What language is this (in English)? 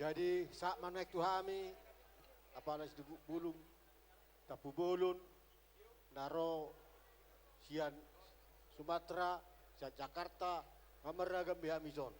Batak Toba